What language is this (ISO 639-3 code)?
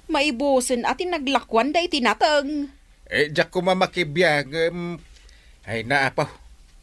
ilo